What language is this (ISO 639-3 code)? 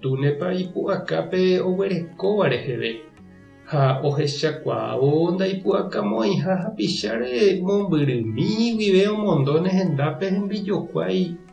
grn